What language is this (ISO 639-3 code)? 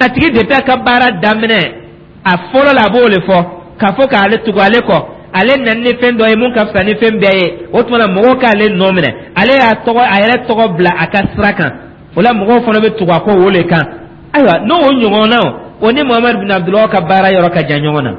dyu